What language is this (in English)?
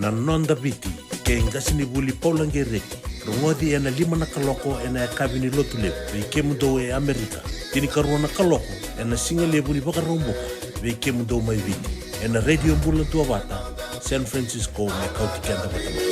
Fijian